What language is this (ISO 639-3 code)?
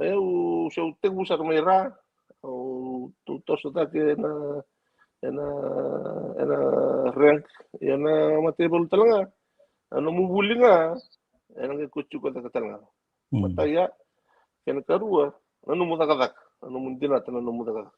fij